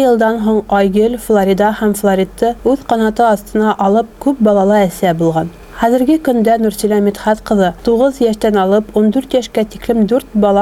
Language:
Bashkir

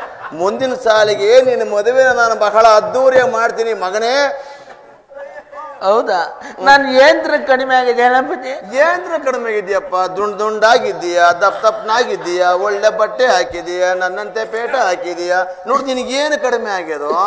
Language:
Kannada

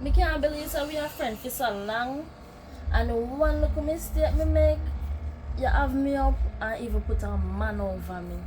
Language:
Jamaican Creole English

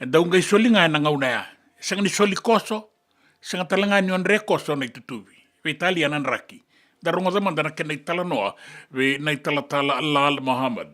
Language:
Fijian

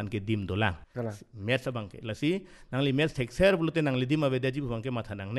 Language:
Karbi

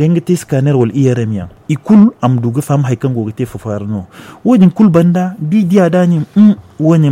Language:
Zarma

